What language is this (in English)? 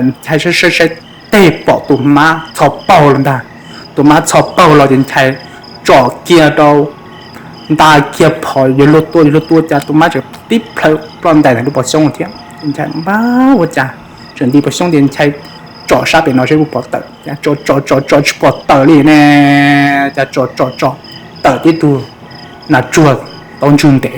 Hmong